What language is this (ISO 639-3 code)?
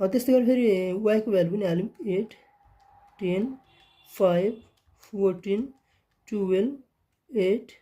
nep